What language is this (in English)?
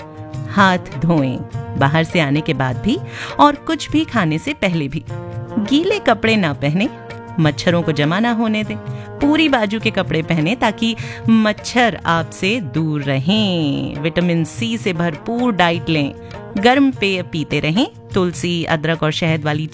Hindi